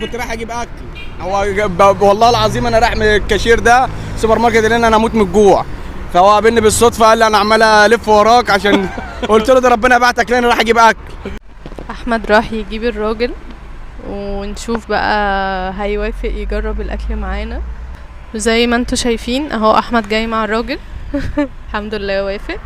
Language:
Egyptian Arabic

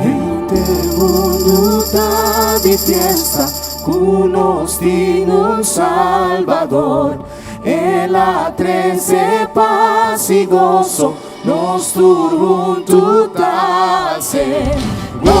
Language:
Papiamento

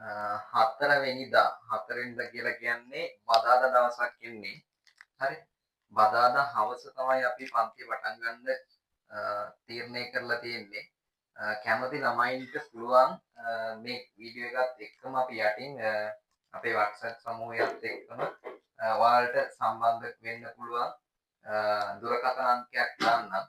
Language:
Sinhala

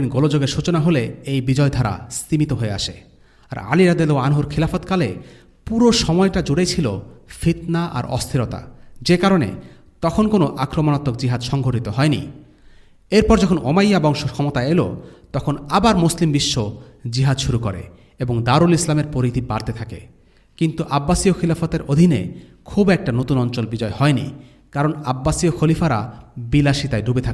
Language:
Bangla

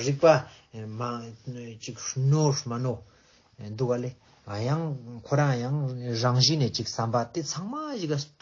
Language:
Ladakhi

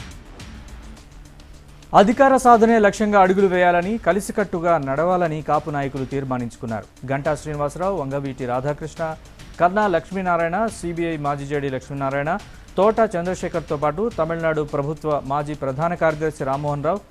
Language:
Telugu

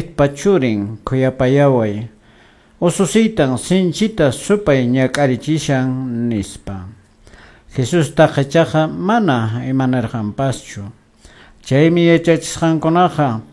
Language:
Quechua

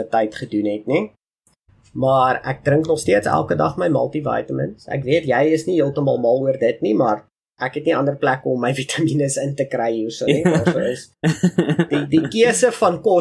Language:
Afrikaans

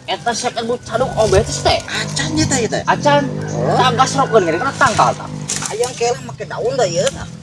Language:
Sundanese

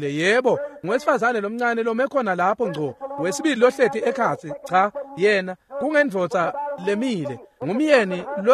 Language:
Swati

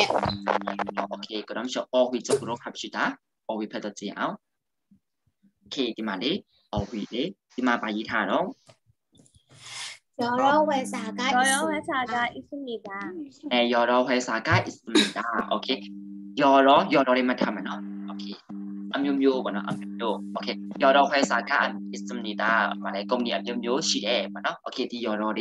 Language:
Korean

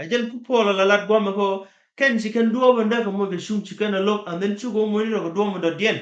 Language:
Nuer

